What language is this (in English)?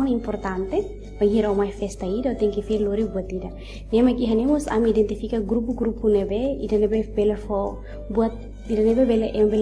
Tetum